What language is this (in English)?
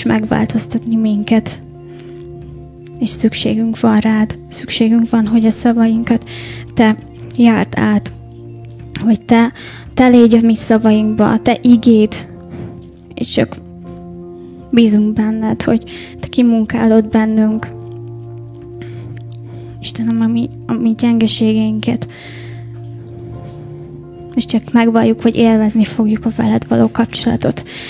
Hungarian